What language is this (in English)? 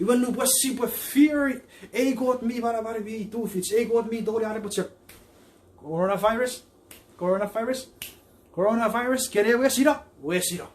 Chuukese